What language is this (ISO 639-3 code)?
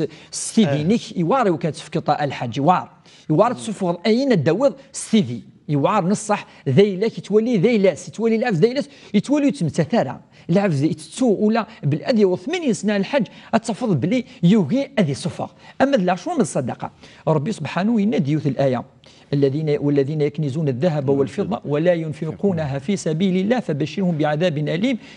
kab